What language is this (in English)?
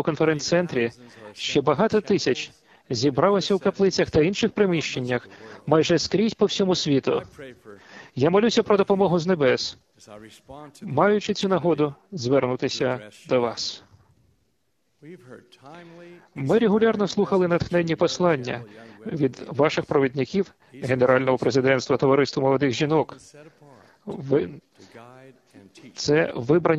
Ukrainian